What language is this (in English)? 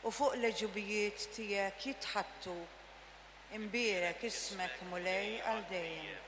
Maltese